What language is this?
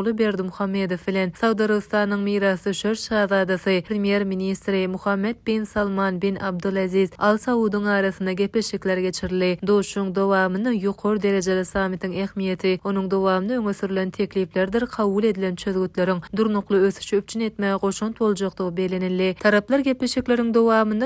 Turkmen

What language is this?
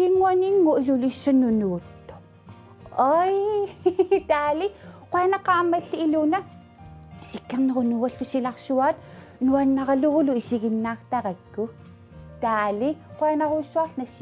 Kalaallisut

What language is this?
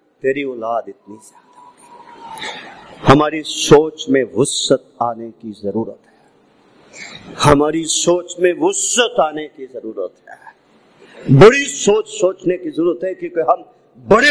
Urdu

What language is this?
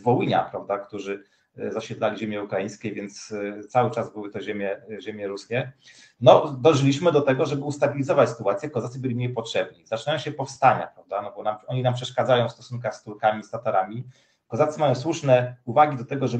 Polish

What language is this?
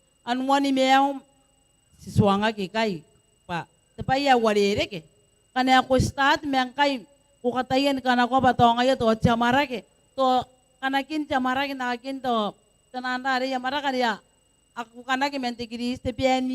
Gilbertese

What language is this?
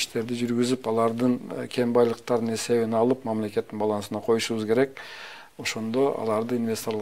Kyrgyz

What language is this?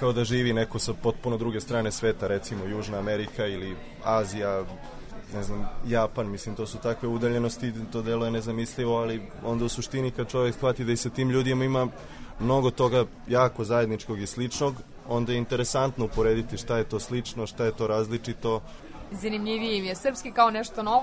Serbian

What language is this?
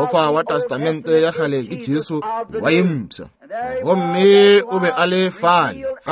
Northern Sotho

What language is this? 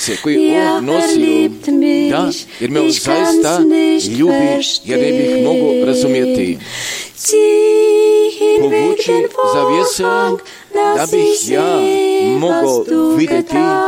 Croatian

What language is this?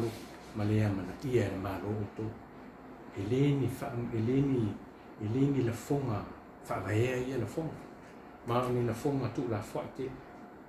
Samoan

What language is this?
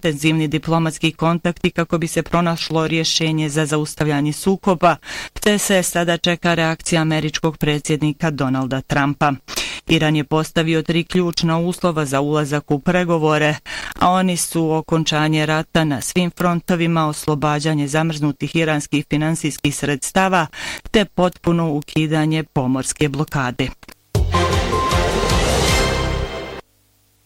Bosnian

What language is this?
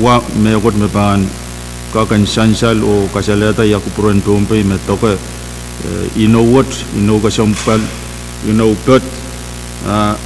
Pohnpeian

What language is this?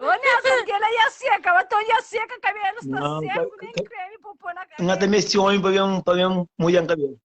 Kabuverdianu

